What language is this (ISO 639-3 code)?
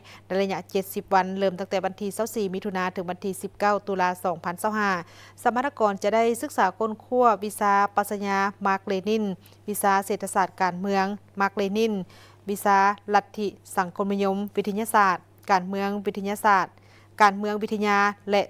lao